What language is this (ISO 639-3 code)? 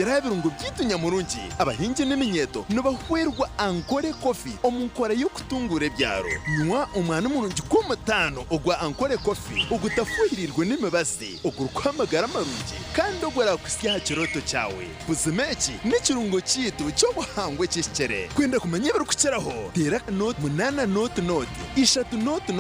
nyn